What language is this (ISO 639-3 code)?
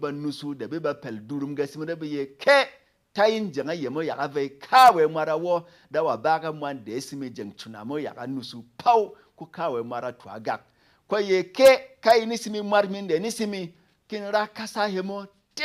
bom